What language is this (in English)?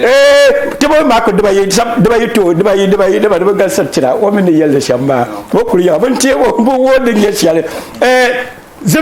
Dagbani